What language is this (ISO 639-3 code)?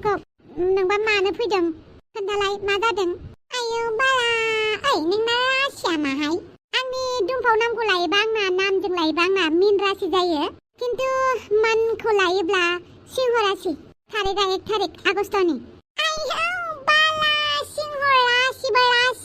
brx